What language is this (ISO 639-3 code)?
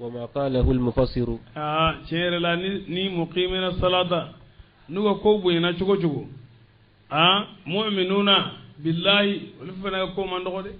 bam